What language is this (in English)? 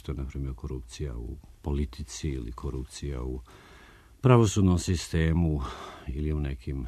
Serbian